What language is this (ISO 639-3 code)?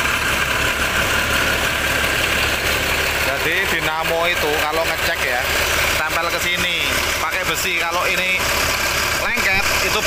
ind